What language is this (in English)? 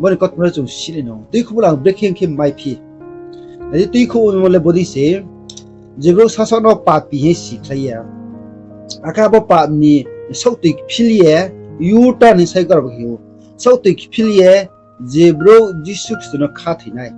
Riang (India)